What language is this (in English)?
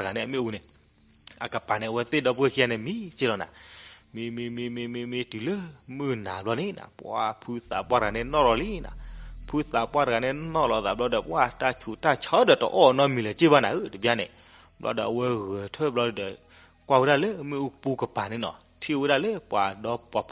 S'gaw Karen